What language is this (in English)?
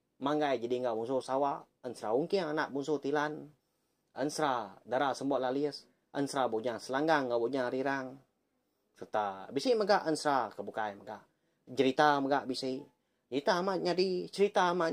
Iban